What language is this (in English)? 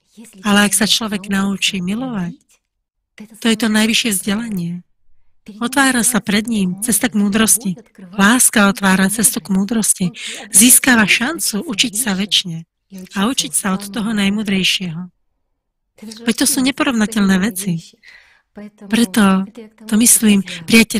Slovak